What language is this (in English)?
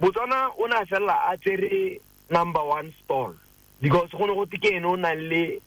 Tswana